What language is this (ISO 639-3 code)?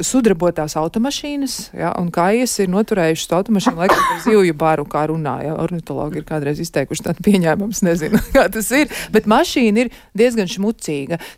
lav